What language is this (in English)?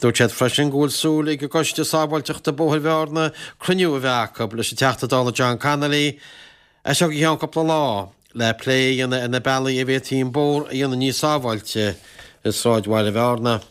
Irish